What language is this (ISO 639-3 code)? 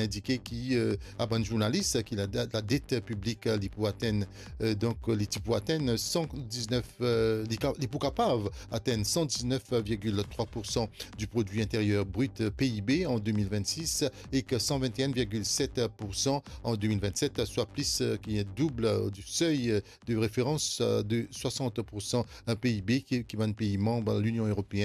mfe